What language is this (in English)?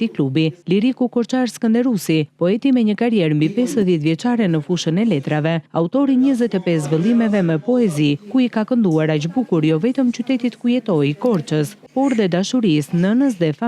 Albanian